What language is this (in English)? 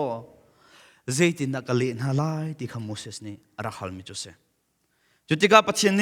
Hakha Chin